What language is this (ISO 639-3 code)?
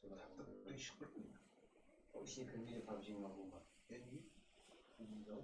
kaa